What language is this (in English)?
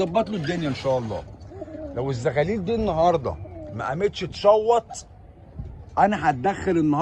Egyptian Arabic